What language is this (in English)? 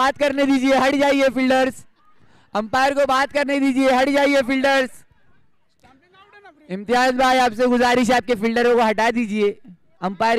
Hindi